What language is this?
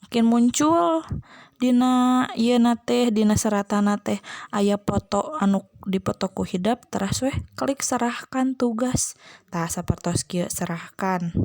Sundanese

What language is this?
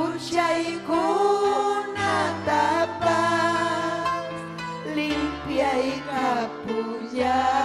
Ayacucho Quechua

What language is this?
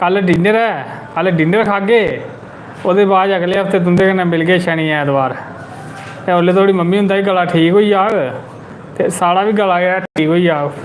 Dogri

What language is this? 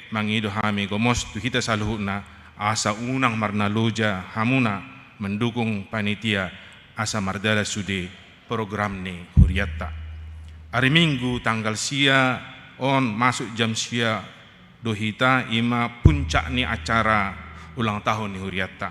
Batak Toba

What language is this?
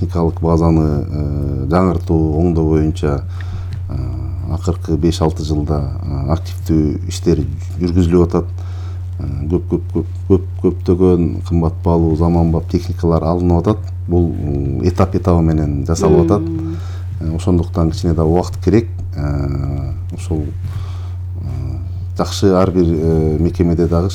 Kyrgyz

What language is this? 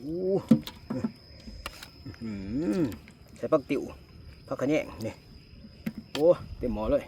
Northeastern Thai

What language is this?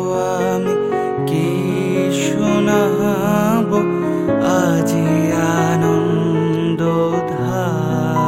Bangla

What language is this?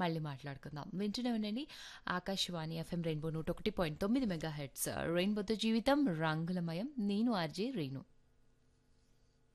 Telugu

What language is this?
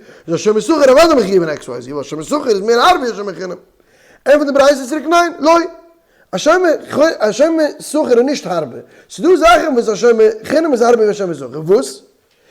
Yiddish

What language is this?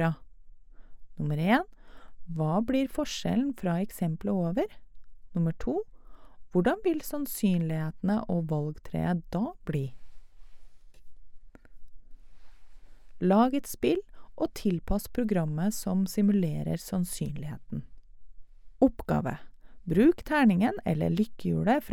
Norwegian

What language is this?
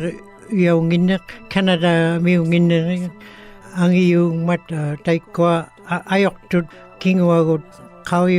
Western Canadian Inuktitut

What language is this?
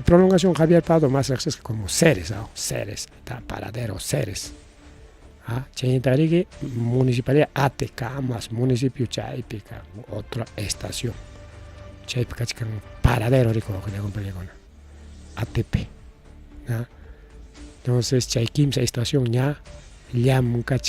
Ayacucho Quechua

